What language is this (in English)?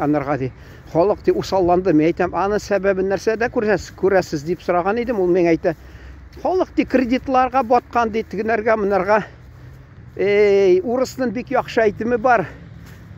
Tatar